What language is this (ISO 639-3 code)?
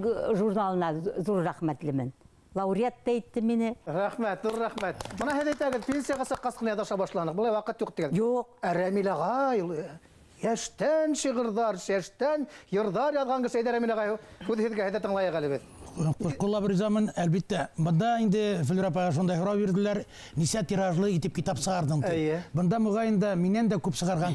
bak